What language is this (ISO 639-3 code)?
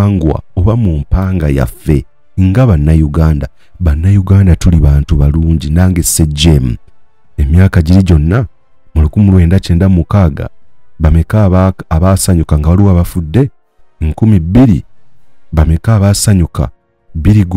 lug